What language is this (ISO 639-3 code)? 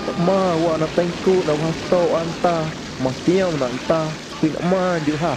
amu